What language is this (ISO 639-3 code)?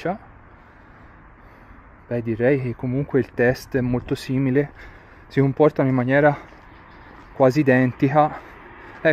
ita